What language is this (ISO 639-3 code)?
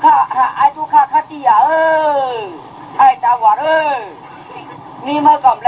shn